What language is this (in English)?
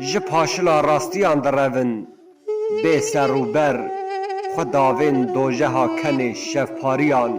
Kurdish